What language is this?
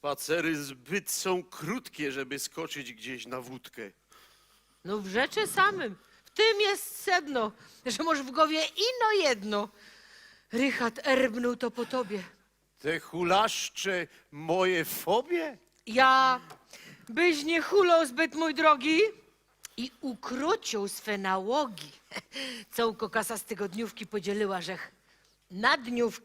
Silesian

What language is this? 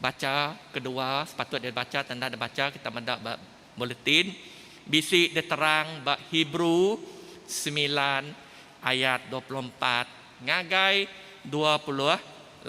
Iban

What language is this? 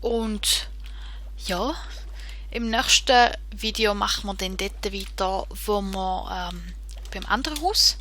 Swiss German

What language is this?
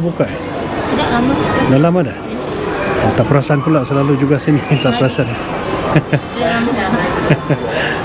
Malay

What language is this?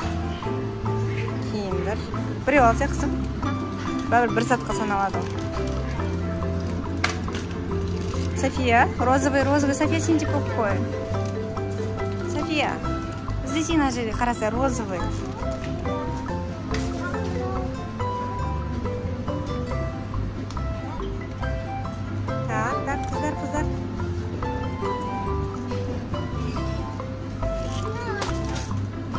Kazakh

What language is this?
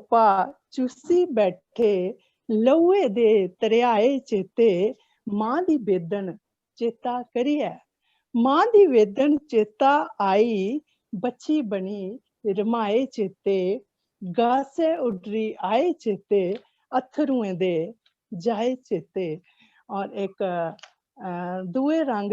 Dogri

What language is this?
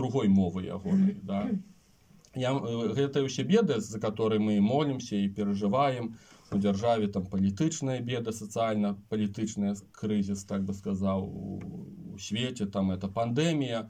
Belarusian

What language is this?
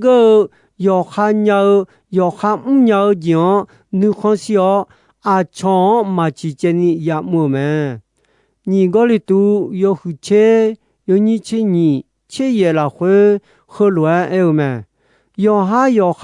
Akha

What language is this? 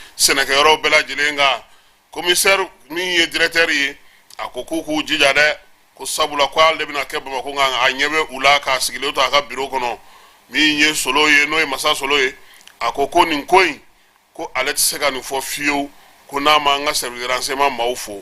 Bambara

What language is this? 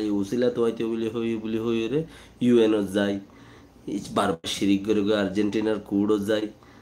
Rohingya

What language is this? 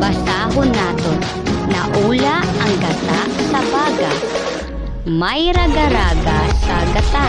Hiligaynon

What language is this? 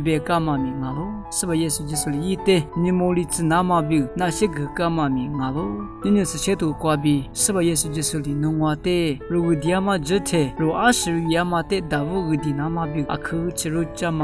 Lisu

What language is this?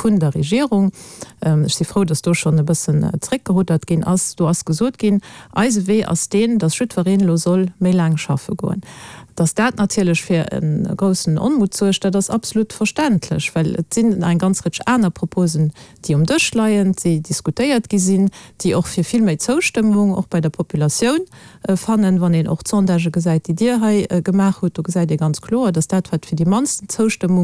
Luxembourgish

